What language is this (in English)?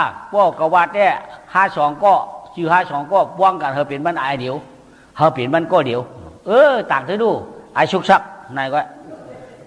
Shan